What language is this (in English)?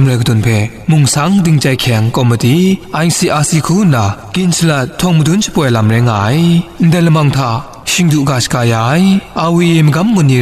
Kachin